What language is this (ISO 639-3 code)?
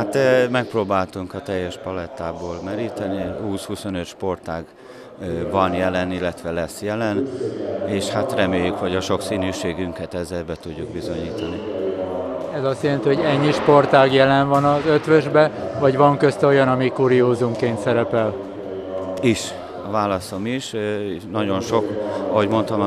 hun